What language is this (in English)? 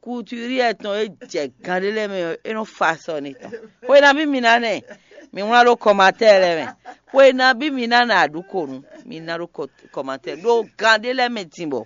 Fon